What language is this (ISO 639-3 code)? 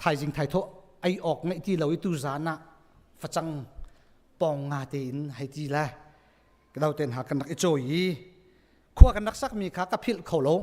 cnh